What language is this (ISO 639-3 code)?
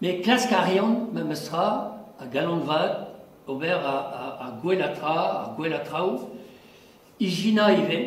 bre